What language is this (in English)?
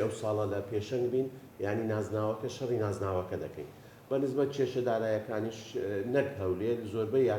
Central Kurdish